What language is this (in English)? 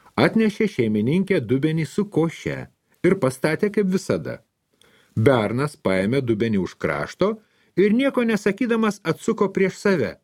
Lithuanian